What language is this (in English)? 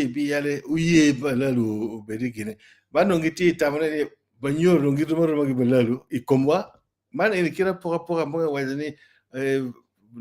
Acoli